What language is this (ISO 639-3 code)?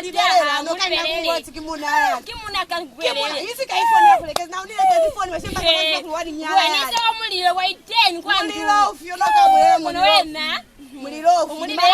loz